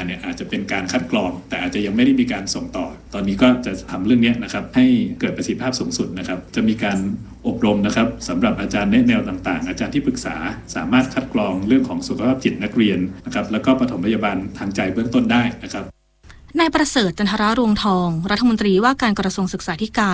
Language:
Thai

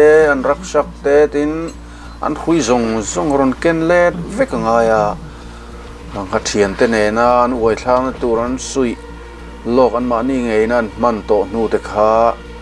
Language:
Mizo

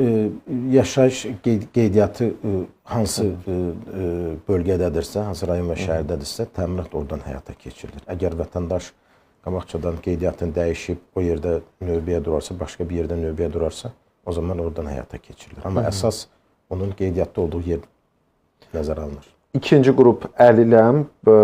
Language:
Azerbaijani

